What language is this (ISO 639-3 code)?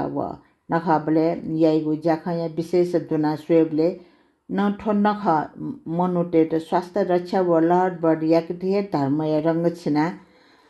new